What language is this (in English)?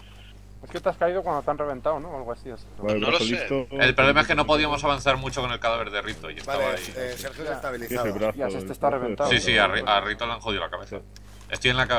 Spanish